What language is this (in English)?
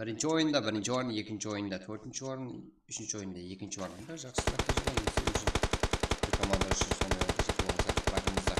Kara-Kalpak